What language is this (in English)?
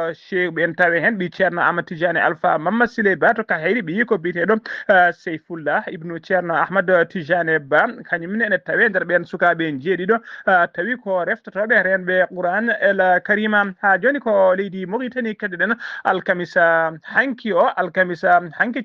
Fula